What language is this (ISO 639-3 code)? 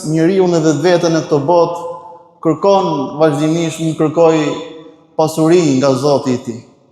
sqi